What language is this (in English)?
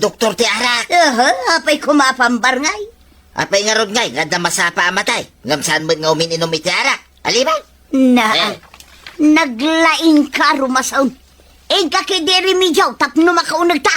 Iloko